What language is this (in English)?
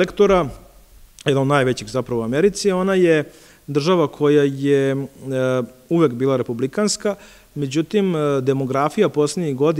Serbian